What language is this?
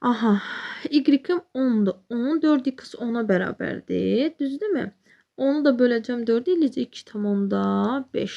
Azerbaijani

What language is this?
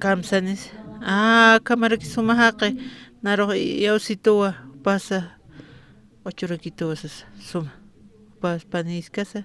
Aymara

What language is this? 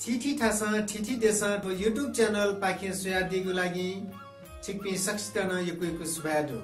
Newari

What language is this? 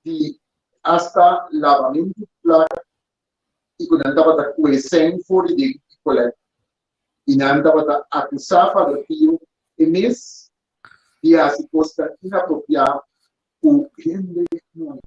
Papiamento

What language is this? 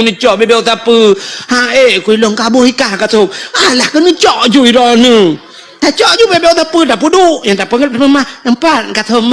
Achinese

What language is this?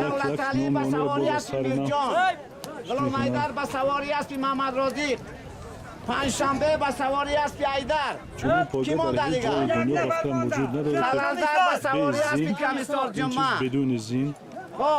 Persian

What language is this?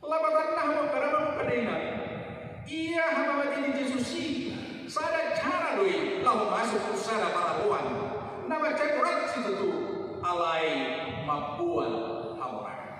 Batak Toba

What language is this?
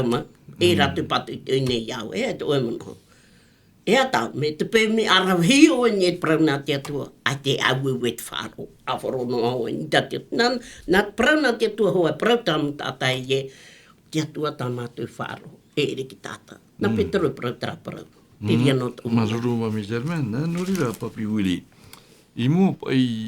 Tahitian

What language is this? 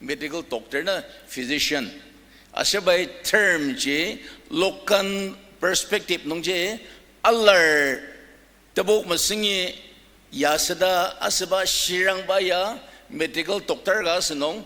Ao Naga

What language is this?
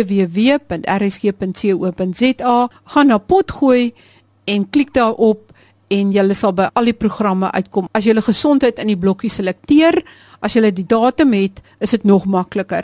Afrikaans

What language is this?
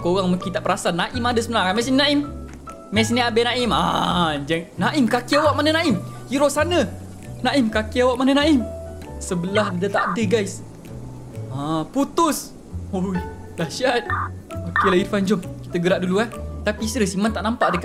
Malay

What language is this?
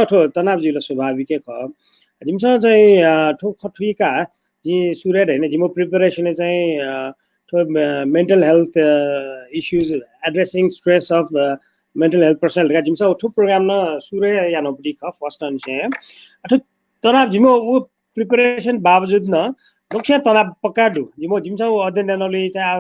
Newari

